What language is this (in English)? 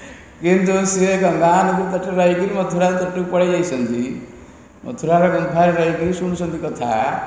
Odia